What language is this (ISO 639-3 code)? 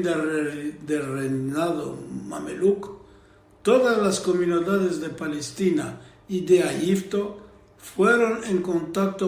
lad